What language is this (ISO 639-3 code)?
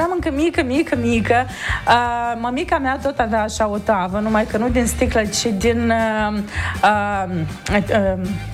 ron